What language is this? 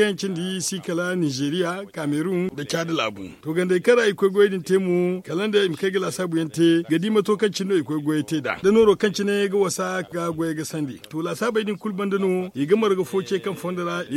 Zarma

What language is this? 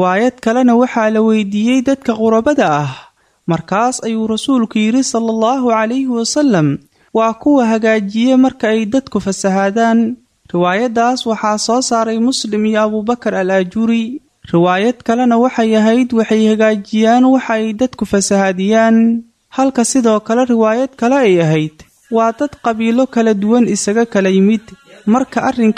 Somali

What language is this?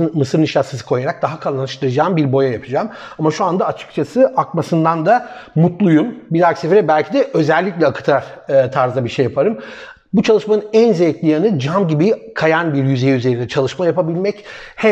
Turkish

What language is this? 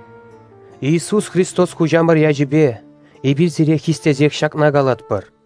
Chuvash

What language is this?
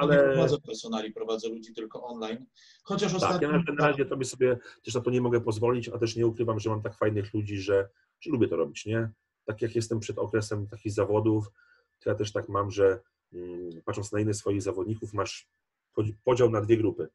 Polish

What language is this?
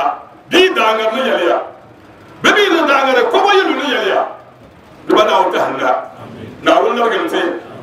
Dagbani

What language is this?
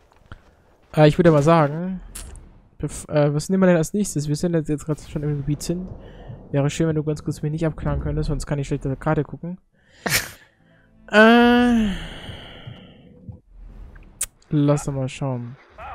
German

